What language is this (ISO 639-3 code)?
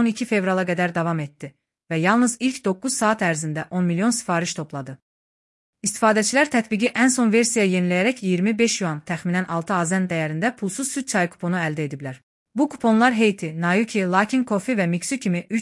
aze